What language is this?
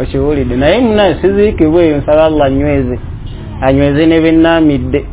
Ganda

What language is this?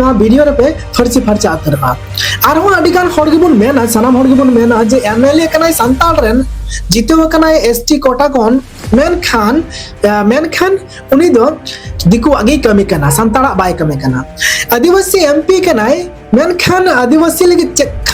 Santali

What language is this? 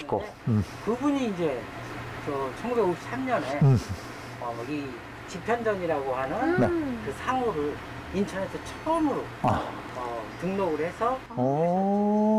Korean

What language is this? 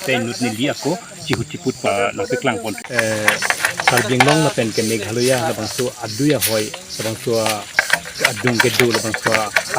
Karbi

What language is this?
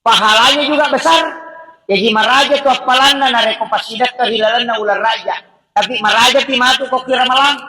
Buginese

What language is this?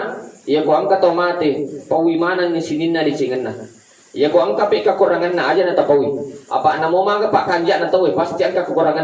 Buginese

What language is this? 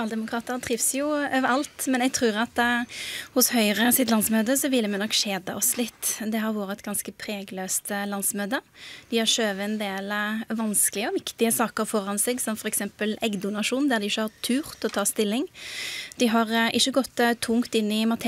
Norwegian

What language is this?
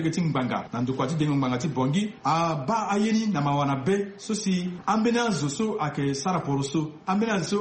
Sango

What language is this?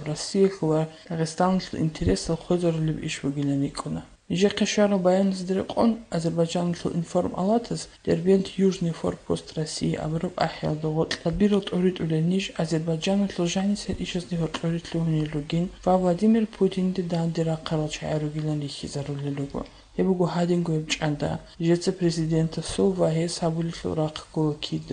Avaric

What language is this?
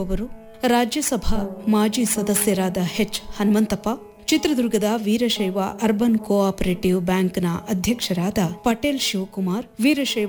Kannada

